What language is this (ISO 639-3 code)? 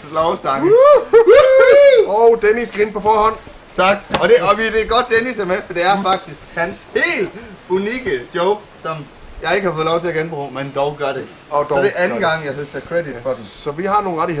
dan